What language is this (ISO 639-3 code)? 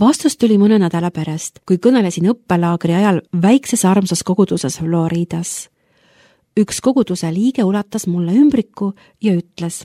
est